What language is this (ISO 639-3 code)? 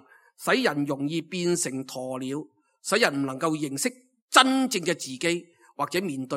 yue